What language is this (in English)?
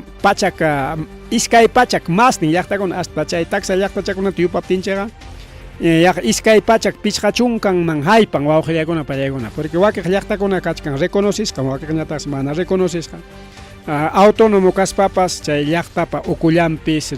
Ayacucho Quechua